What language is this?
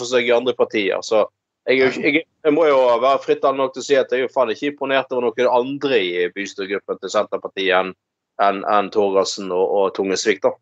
Norwegian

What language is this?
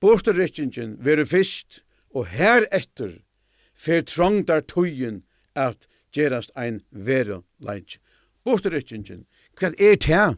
Faroese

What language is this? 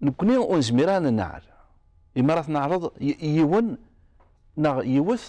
Kabyle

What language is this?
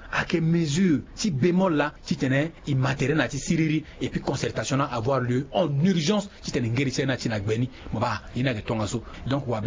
Sango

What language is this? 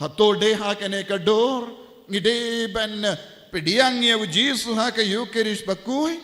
Khasi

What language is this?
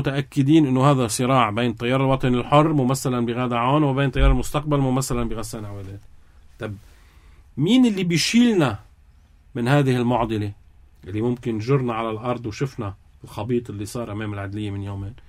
North Levantine Arabic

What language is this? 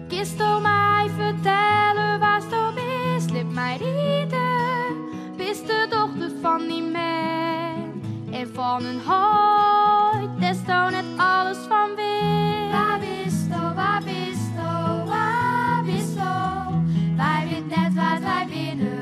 Western Frisian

